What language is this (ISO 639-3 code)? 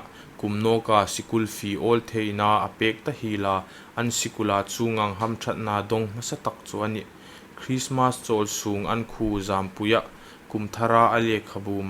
hmr